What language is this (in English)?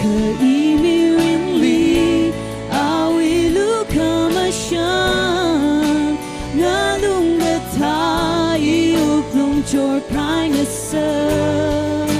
Tangkhul Naga (India)